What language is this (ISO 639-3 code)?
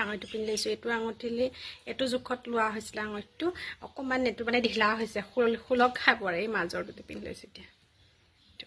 asm